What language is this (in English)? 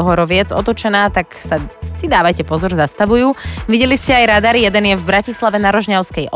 Slovak